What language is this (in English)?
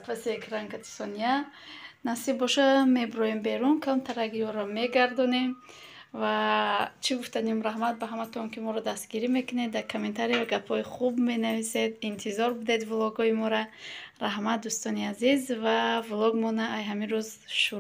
Tajik